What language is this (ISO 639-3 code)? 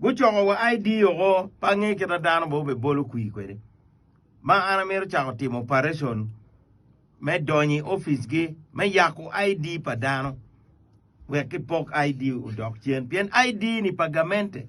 ach